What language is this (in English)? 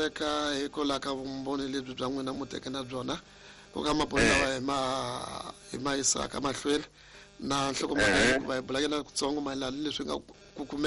Tsonga